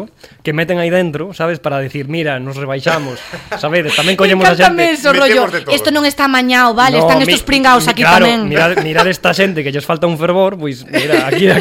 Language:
Galician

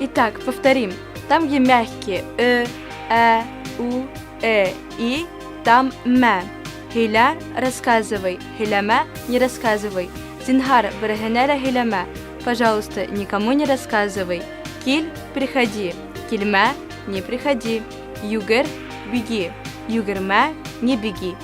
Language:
Bashkir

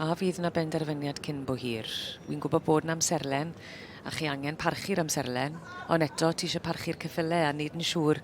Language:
Welsh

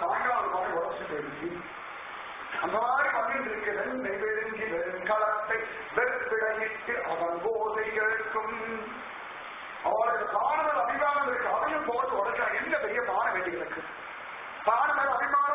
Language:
Tamil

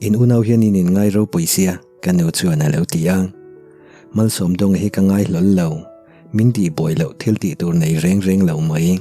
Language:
Mizo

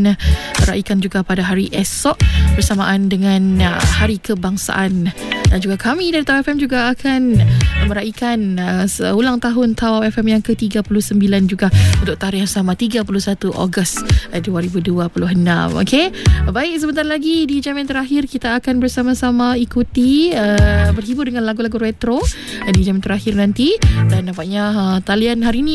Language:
Malay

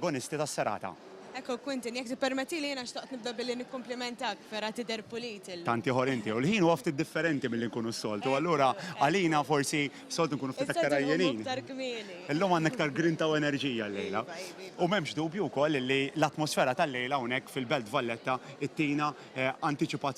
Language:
Maltese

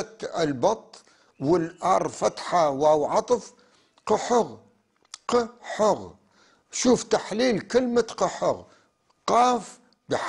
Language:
North Levantine Arabic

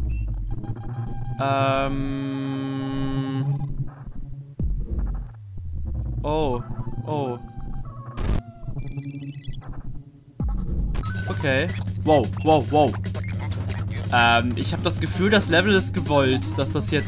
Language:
German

